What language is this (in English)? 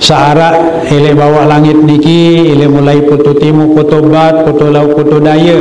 Sasak